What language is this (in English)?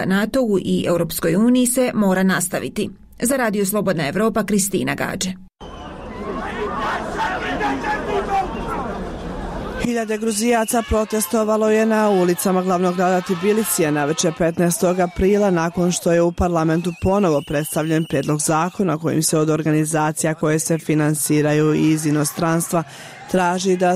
Bosnian